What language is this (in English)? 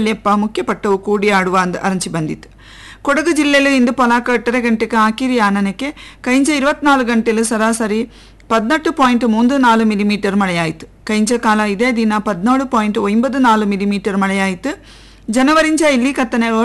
Kannada